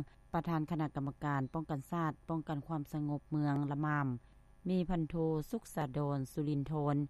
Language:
Lao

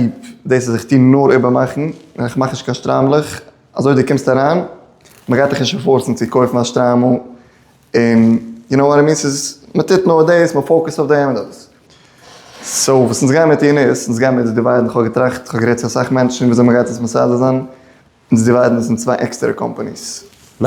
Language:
Yiddish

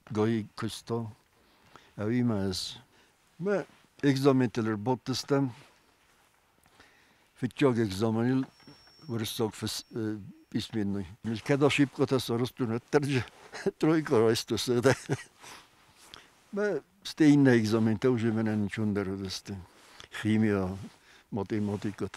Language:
Ossetic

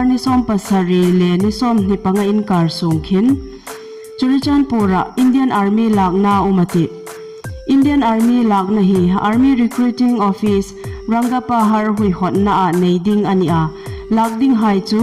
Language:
Hmar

